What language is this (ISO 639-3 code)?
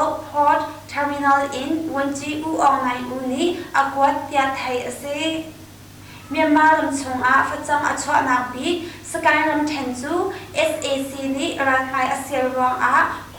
cnh